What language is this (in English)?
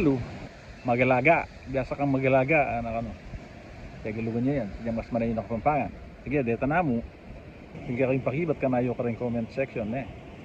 Pampanga